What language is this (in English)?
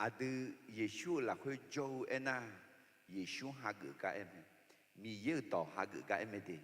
Akha